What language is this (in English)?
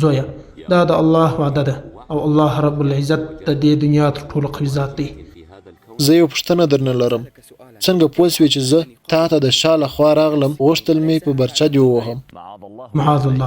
Pashto